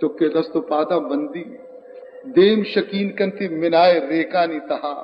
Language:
Baluchi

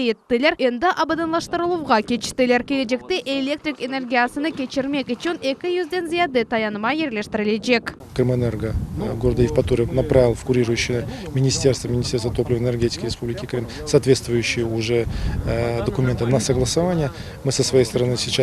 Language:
Crimean Tatar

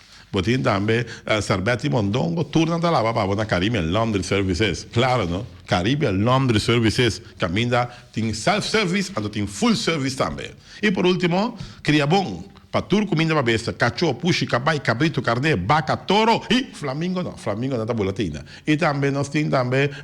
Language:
Papiamento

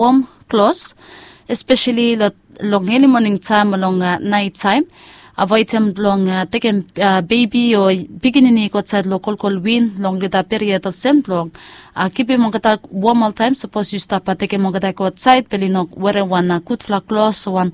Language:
Bislama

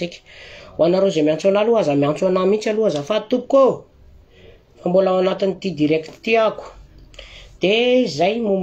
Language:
Malagasy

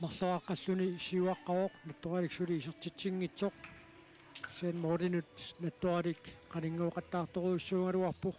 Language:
Kalaallisut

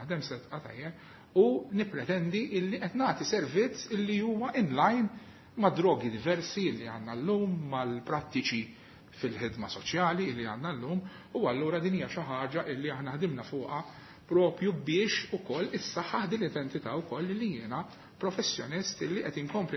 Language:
Maltese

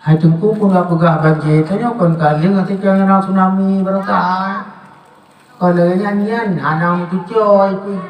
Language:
Achinese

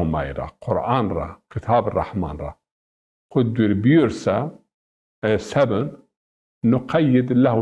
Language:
Zaza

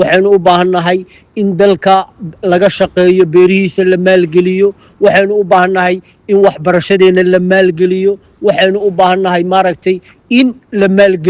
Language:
Somali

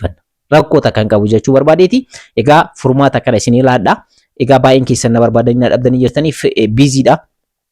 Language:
Oromo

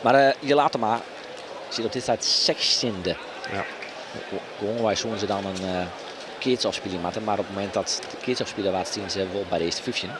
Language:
Western Frisian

